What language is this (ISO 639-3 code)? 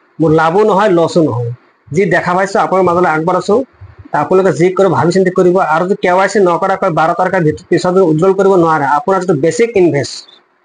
asm